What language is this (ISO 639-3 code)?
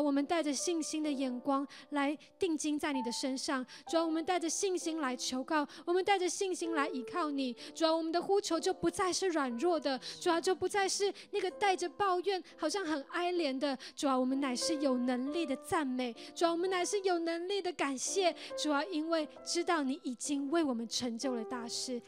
zho